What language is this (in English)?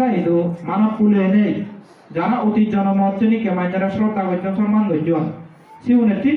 Chakma